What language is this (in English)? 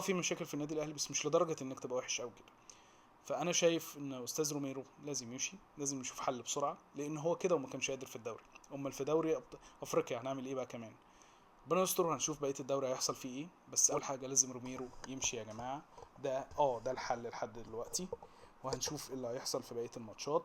Egyptian Arabic